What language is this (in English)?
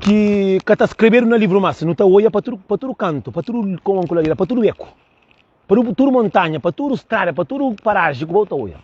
Kabuverdianu